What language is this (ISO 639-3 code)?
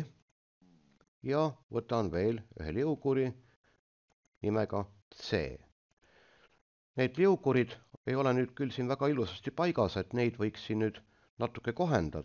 est